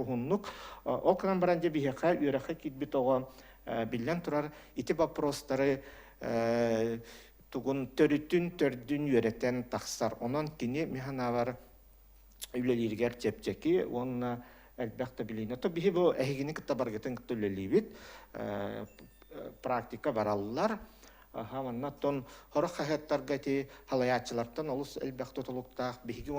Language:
Yakut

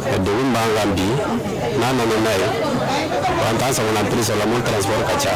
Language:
Bambara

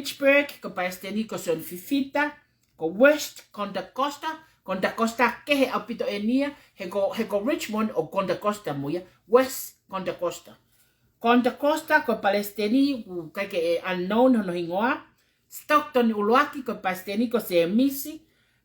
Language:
Tongan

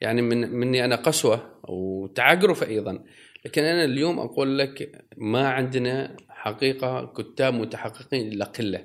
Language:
Gulf Arabic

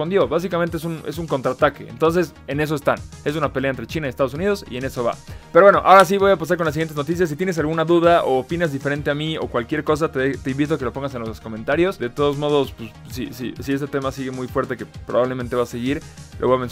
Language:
Spanish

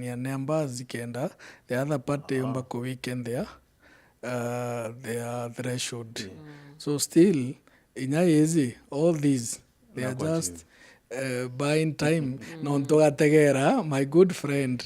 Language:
Meru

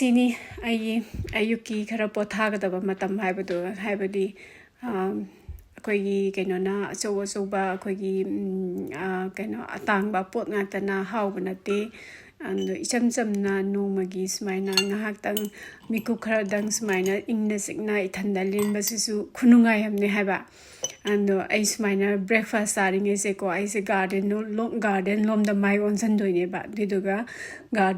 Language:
Manipuri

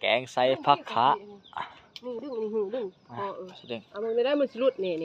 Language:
Lao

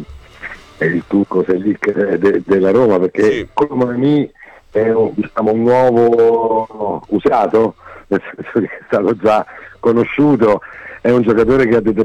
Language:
Italian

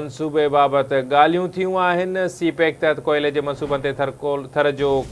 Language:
Sindhi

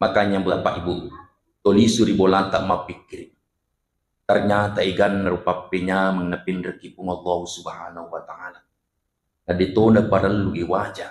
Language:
Buginese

